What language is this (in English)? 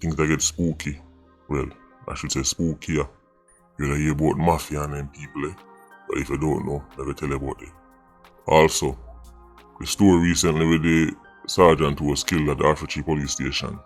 Jamaican Creole English